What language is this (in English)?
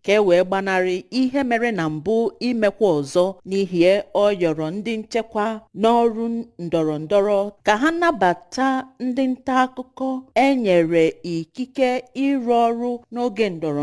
Igbo